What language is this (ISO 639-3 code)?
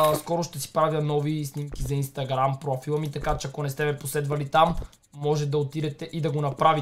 bul